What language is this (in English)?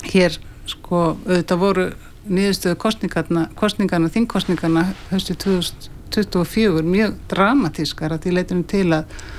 Icelandic